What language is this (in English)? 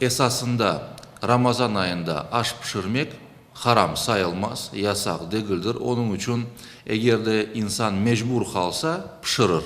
Crimean Tatar